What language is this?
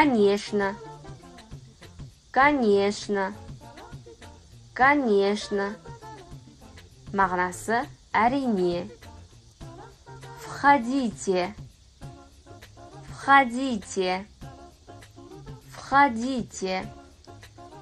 Kazakh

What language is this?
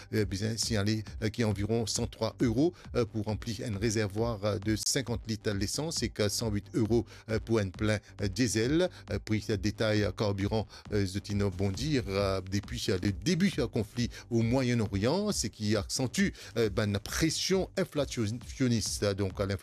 Morisyen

